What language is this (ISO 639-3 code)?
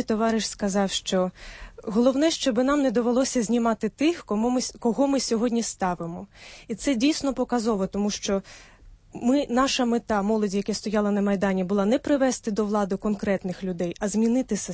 ukr